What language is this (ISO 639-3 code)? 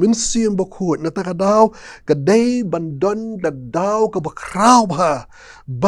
kha